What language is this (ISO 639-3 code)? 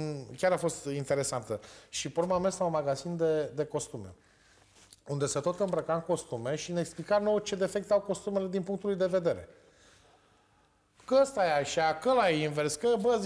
ron